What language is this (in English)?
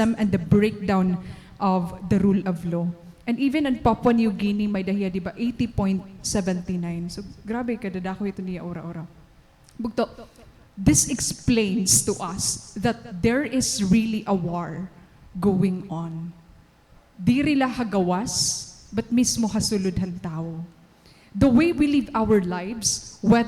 Waray